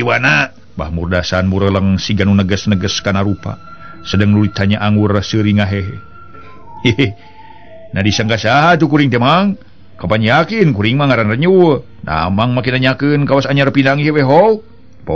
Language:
Sundanese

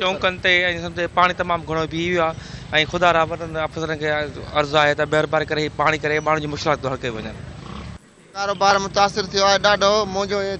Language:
Sindhi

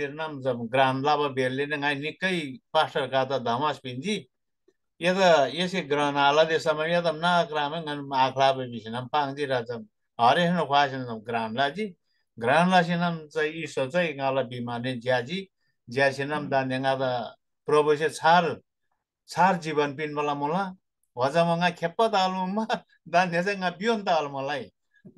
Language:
Eastern Tamang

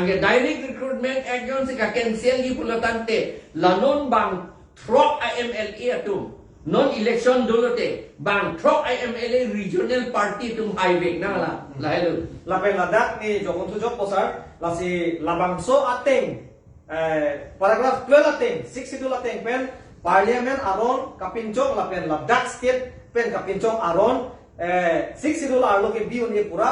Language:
Karbi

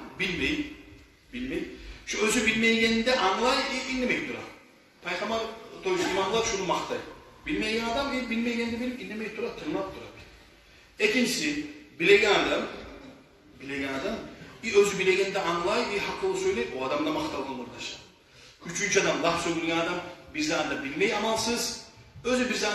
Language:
Kumyk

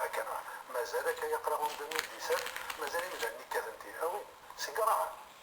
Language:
Kabyle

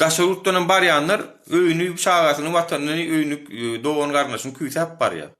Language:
Turkmen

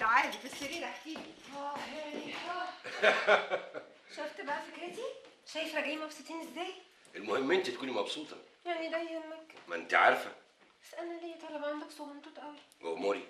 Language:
Egyptian Arabic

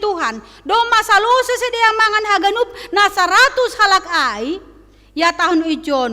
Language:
Batak Simalungun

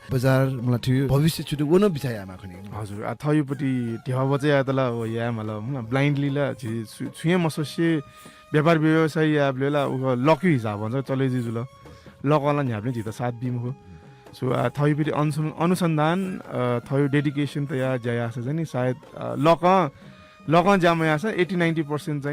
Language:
Newari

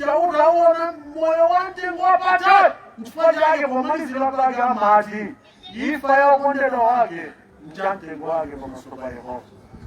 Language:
Nyanja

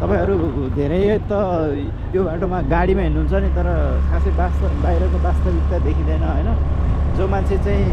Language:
Nepali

